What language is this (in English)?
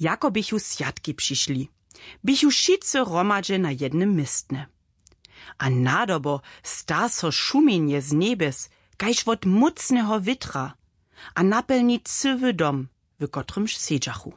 Upper Sorbian